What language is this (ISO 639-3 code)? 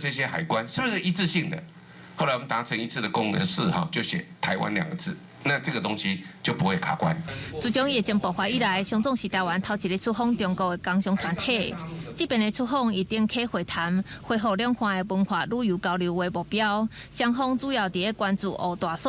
nan